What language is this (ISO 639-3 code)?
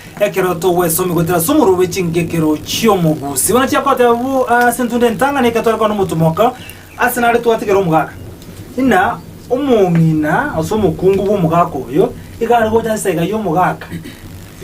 guz